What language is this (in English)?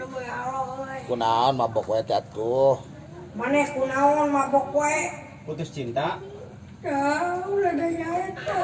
Sundanese